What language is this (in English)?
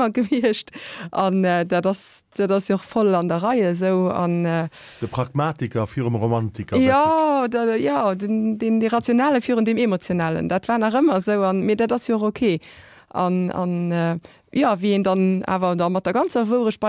Luxembourgish